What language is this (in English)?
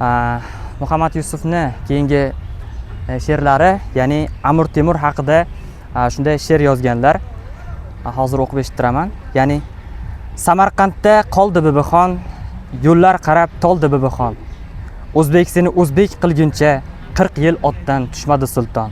Uzbek